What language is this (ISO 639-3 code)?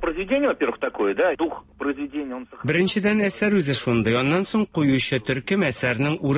tat